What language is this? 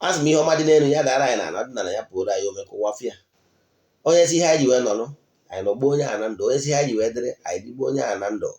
Igbo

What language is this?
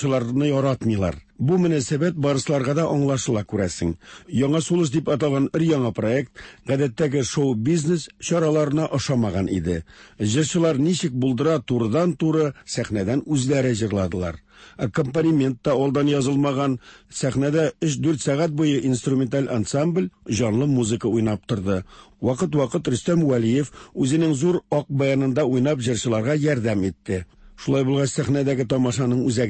Tatar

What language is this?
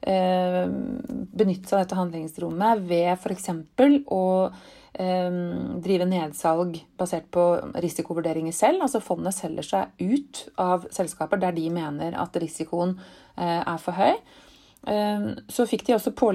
Norwegian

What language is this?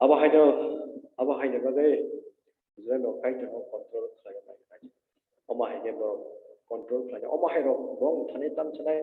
Kok Borok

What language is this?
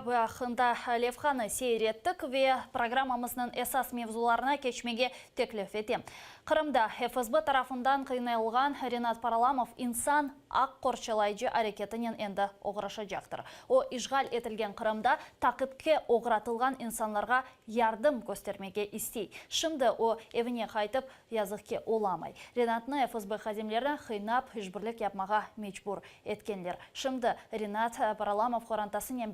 Crimean Tatar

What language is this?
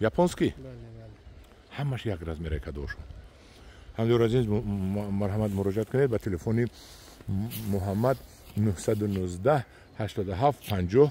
Tajik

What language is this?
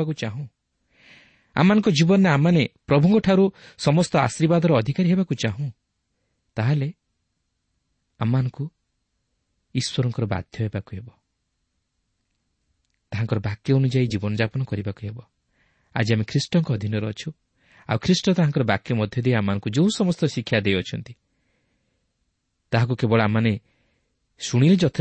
Odia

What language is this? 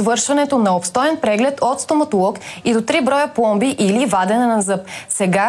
Bulgarian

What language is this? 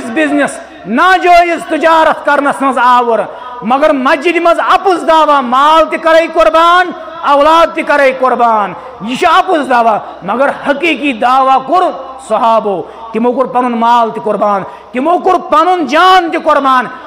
Kashmiri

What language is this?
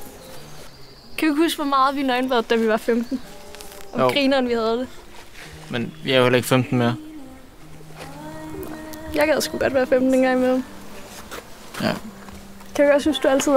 Danish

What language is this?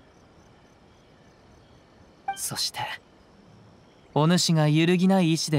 Japanese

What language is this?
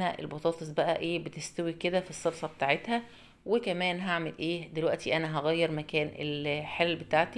Egyptian Arabic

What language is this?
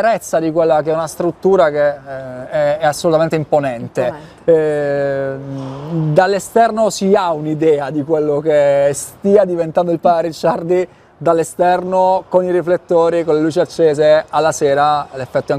Italian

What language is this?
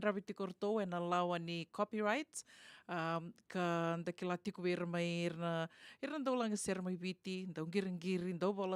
Fijian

